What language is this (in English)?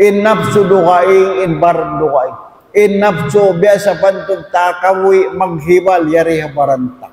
Tausug